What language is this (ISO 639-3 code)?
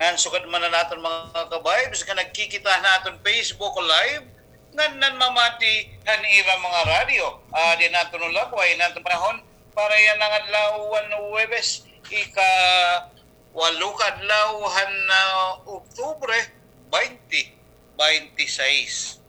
war